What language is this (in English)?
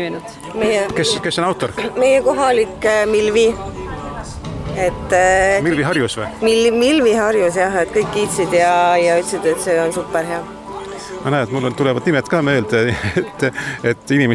Estonian